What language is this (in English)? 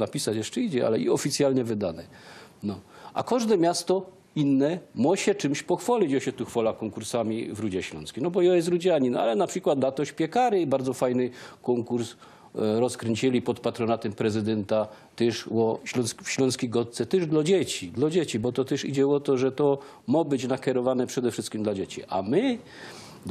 Silesian